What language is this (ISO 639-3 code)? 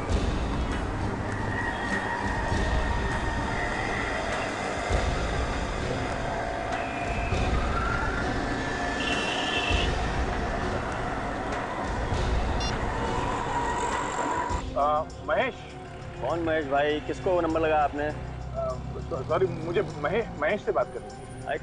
hin